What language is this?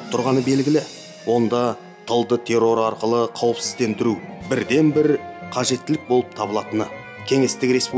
Kazakh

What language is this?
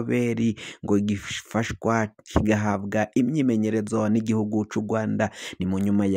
Rundi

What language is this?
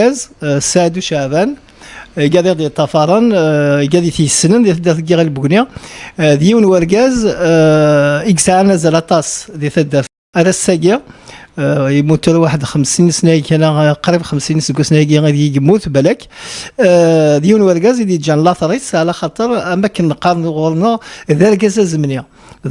Kabyle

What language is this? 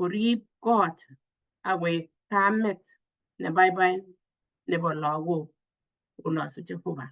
Kalenjin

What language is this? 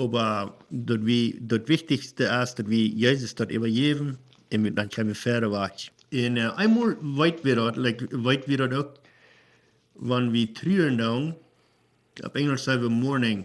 Plautdietsch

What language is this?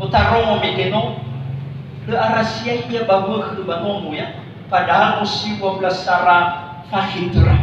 Nias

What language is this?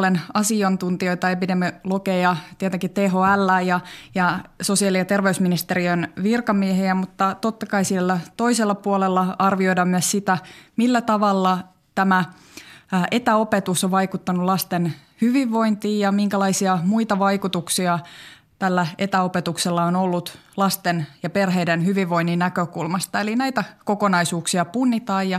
Finnish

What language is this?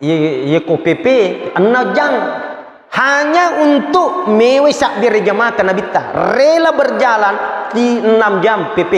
Buginese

